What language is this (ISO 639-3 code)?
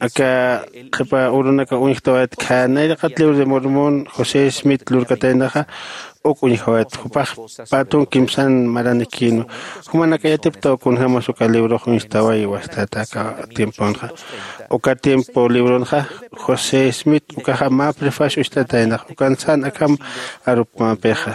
aym